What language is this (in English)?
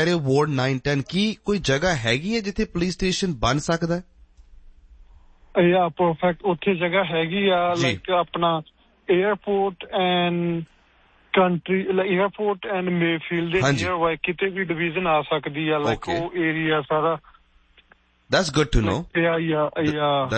Punjabi